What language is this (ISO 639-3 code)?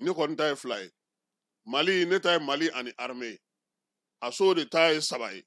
bam